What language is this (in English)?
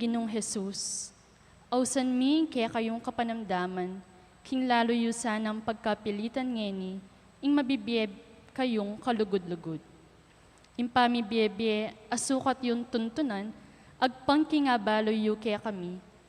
Pampanga